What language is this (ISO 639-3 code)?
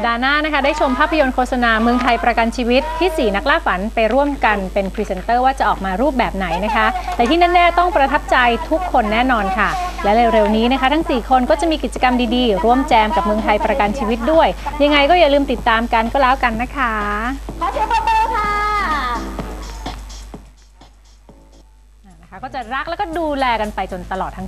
tha